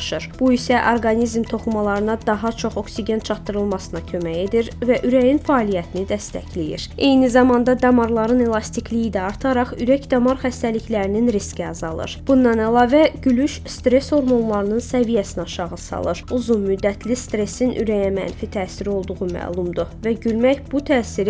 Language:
Azerbaijani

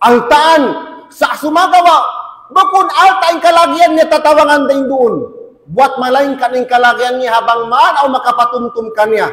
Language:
Tausug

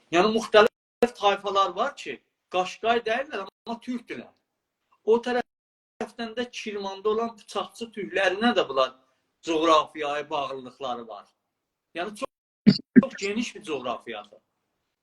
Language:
South Azerbaijani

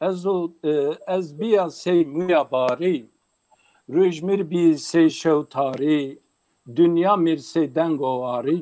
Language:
Zaza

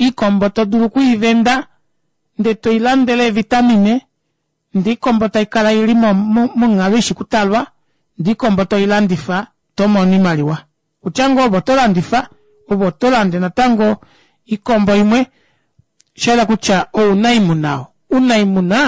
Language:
Kuanyama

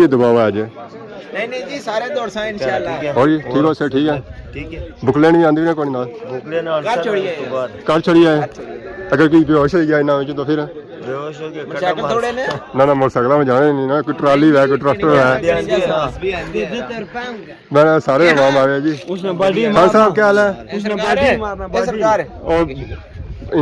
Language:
Pahari-Potwari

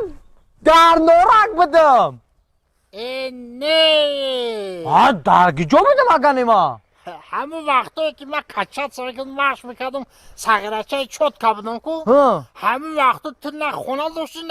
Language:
Tajik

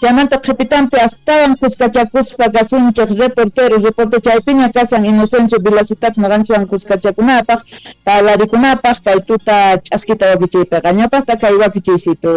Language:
South Bolivian Quechua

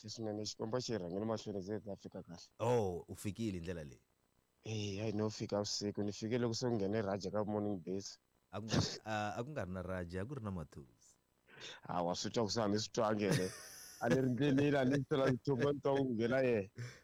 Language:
Tsonga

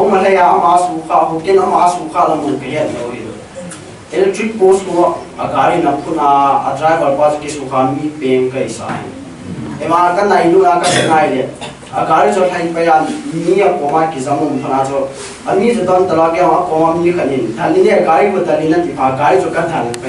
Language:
Paite Chin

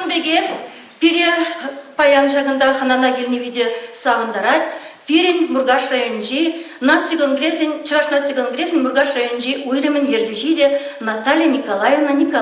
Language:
Chuvash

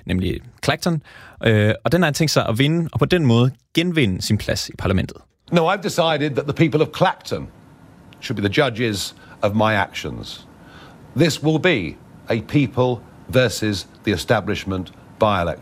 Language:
Danish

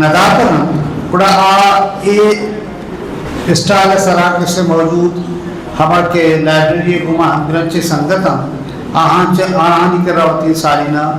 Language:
Eastern Balochi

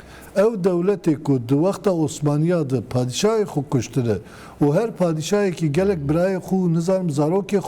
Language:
Kurdish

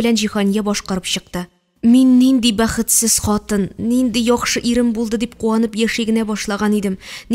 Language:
Tatar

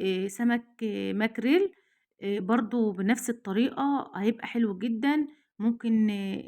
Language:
Egyptian Arabic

